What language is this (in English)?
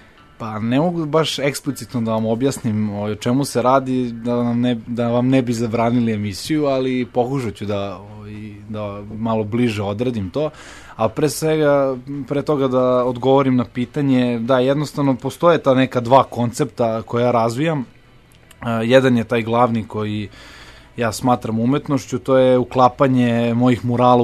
Serbian